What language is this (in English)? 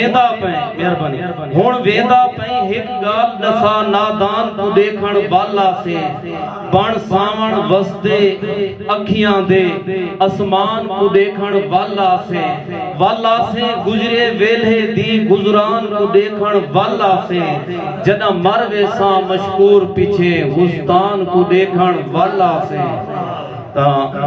Saraiki